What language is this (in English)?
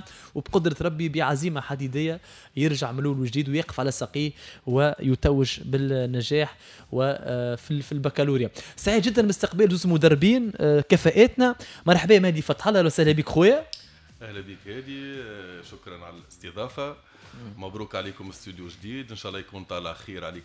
Tunisian Arabic